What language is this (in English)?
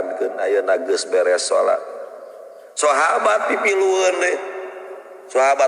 Sundanese